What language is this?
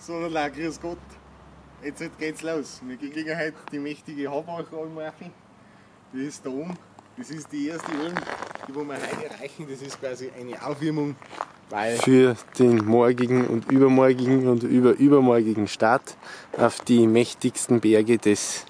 Bavarian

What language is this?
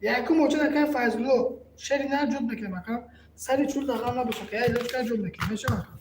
Tajik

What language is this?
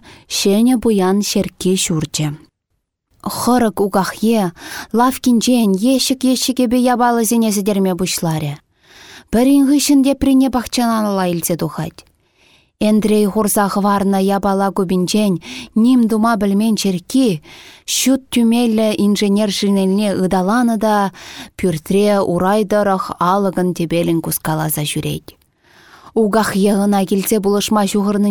Chuvash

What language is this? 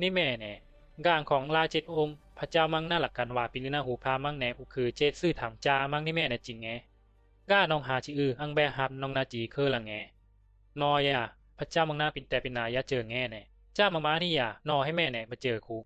Bisu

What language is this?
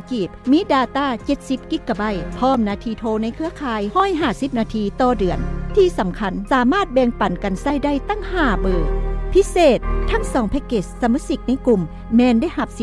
Lao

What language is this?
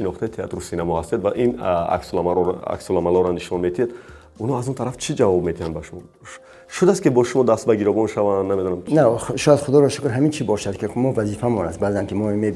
Tajik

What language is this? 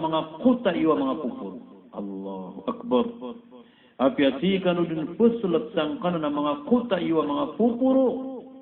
Maranao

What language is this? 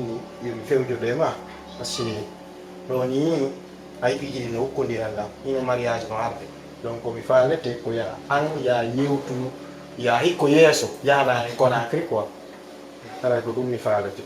Fula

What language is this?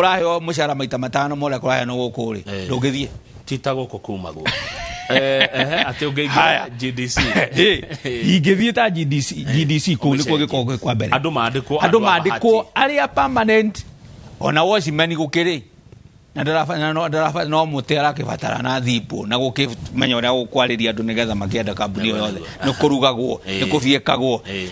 Kikuyu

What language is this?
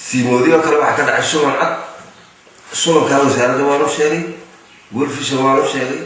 Somali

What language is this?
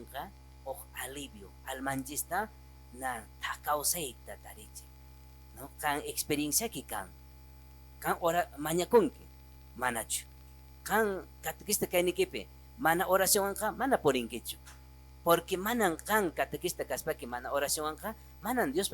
Quechua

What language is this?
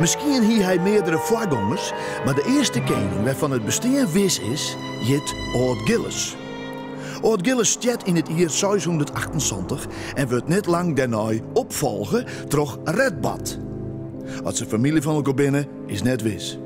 Western Frisian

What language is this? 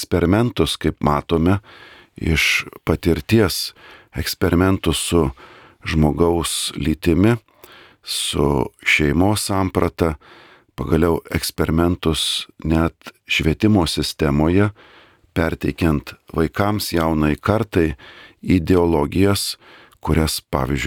Lithuanian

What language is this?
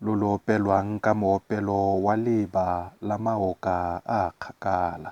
Tswana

